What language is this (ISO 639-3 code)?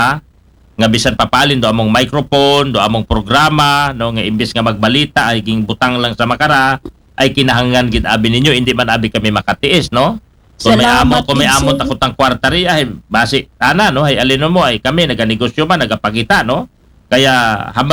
akl